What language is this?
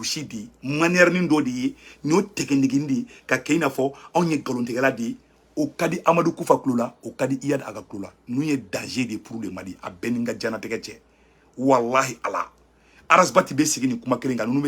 Bambara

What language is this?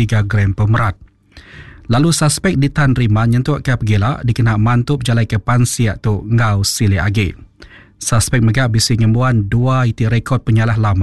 Iban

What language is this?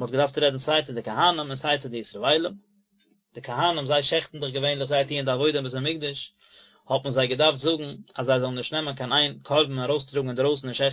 Yiddish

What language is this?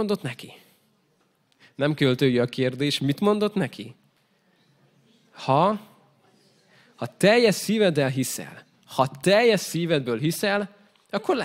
Hungarian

